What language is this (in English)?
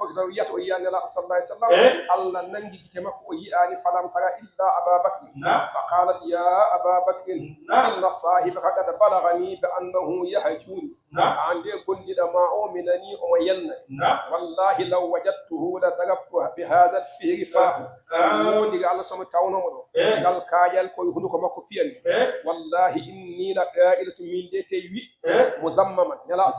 Fula